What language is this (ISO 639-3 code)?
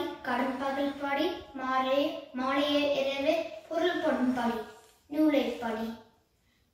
tam